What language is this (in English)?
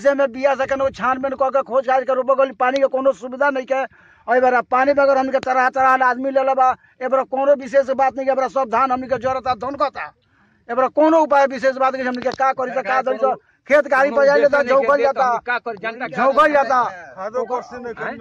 Bhojpuri